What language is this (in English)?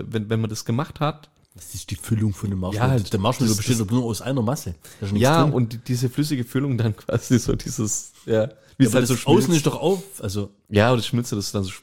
German